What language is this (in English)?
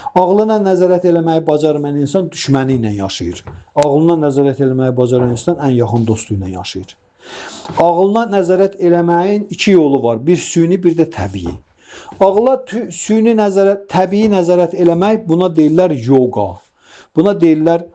Azerbaijani